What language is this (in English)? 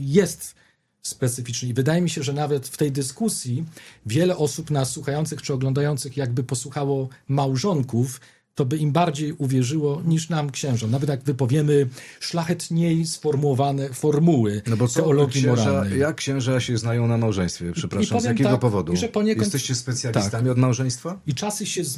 Polish